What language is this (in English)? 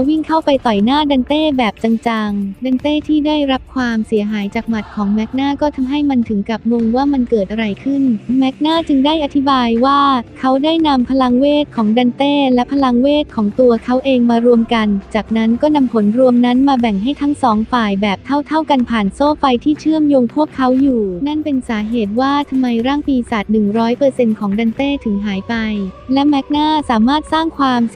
Thai